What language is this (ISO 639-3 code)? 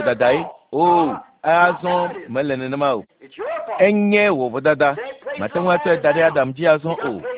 ewe